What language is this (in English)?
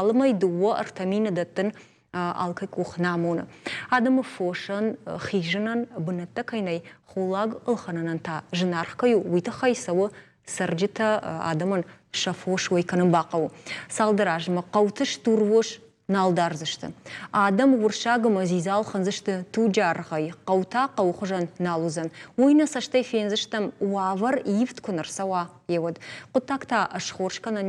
Ossetic